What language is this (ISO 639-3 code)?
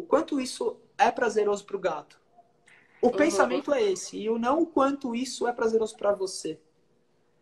por